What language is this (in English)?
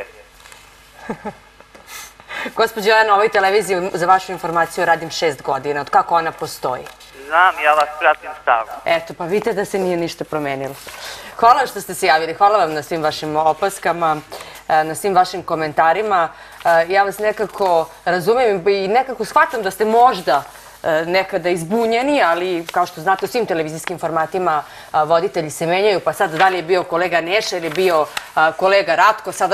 Serbian